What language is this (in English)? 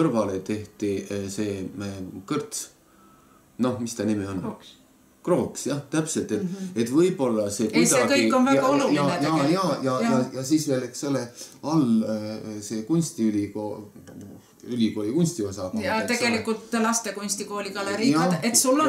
Estonian